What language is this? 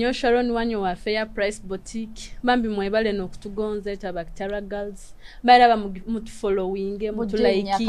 Nyoro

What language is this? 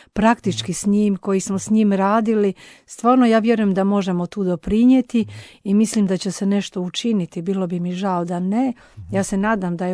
Croatian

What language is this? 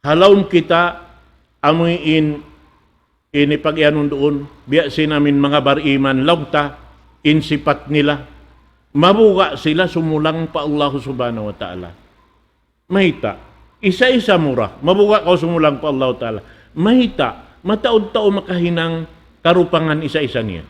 Tausug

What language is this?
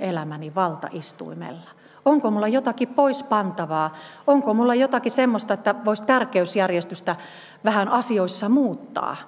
Finnish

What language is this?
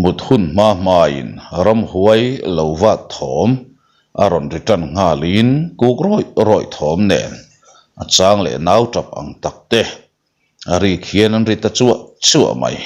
Mizo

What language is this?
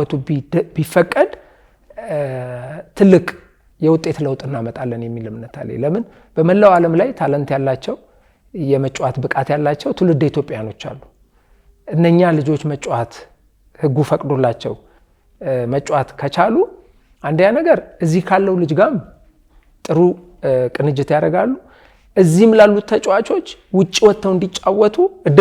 Amharic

